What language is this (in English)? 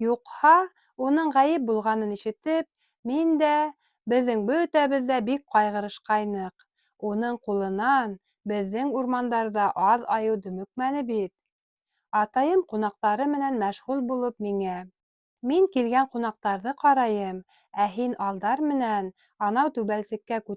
Bashkir